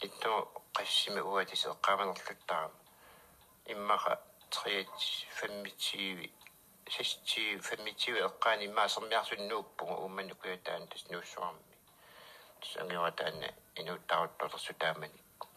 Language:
Kalaallisut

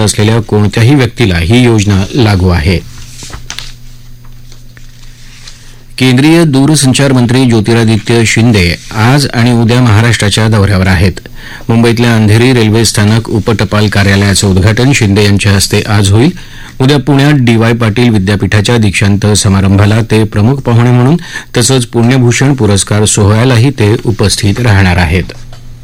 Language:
Marathi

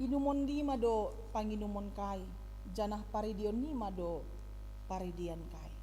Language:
Batak Simalungun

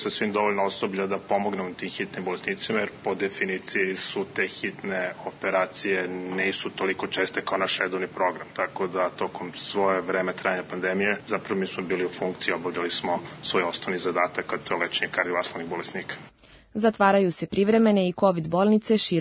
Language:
Serbian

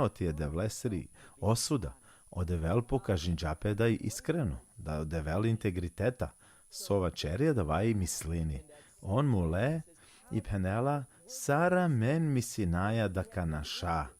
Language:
Balkan Romani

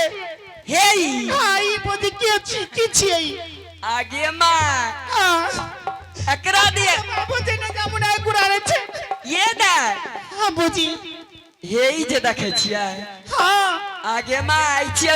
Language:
Angika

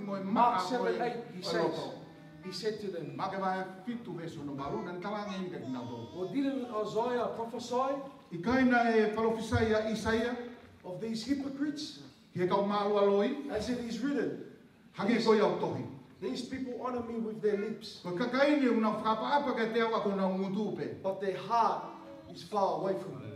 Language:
Tongan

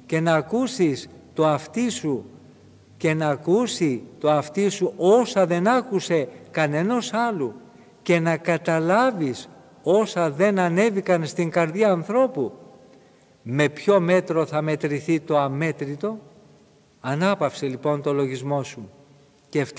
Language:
Greek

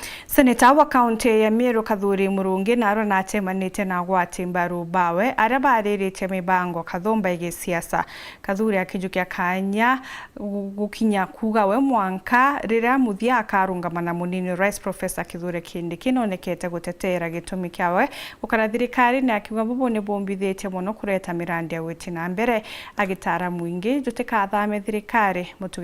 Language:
Meru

